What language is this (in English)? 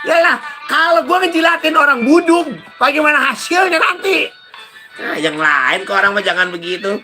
Betawi